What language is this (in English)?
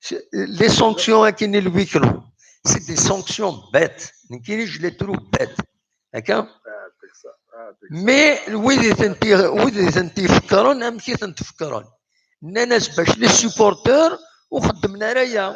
Kabyle